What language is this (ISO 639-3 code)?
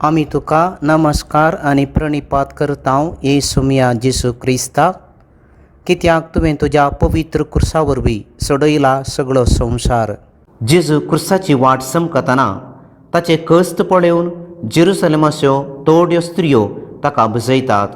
kok